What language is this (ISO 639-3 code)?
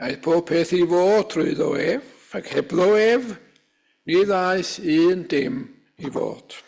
cym